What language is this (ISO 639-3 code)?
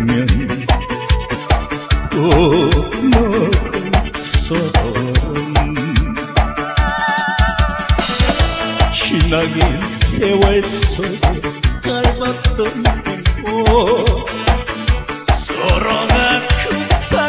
kor